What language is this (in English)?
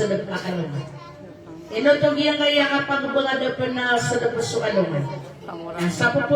Maranao